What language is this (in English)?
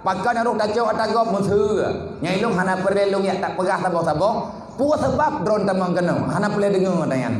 Achinese